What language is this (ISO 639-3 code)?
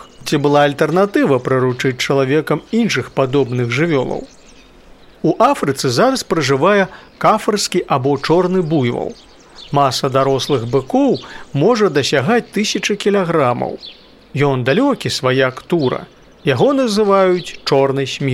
bel